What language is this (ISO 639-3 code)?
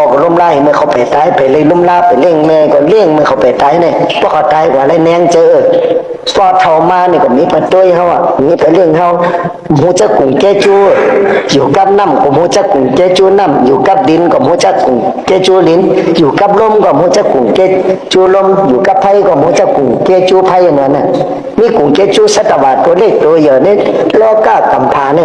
shn